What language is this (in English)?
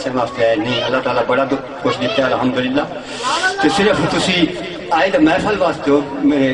Saraiki